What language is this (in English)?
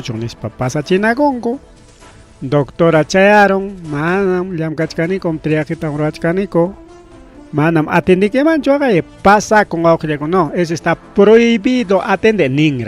Ayacucho Quechua